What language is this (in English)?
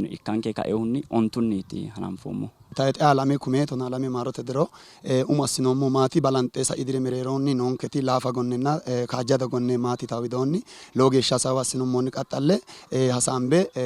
Sidamo